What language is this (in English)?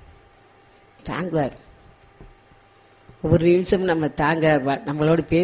Tamil